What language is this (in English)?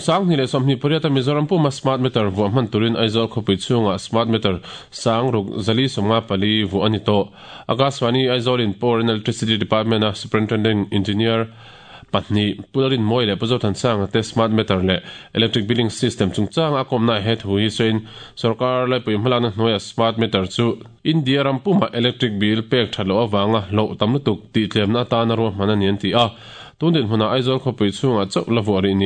Mizo